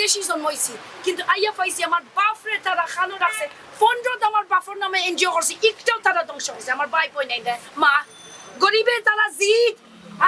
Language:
Sylheti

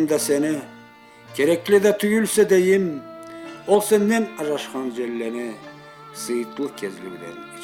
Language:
Karachay-Balkar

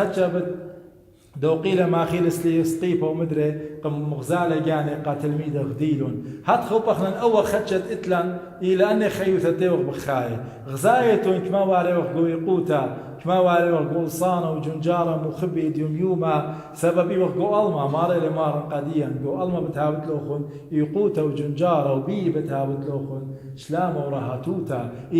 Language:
Assyrian Neo-Aramaic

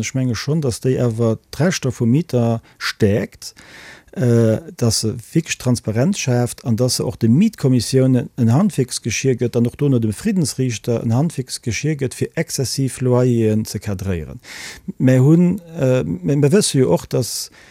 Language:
Luxembourgish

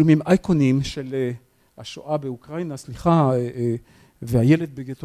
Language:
Hebrew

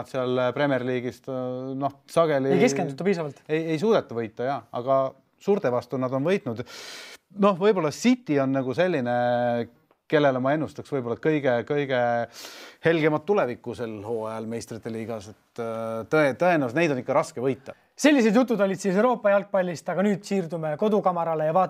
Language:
Estonian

